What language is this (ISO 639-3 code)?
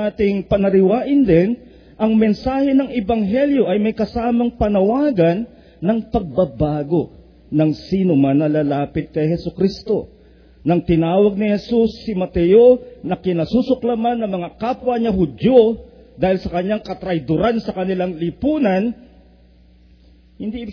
fil